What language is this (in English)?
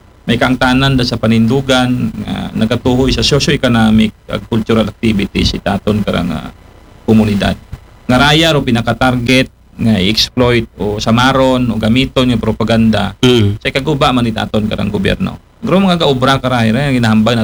Aklanon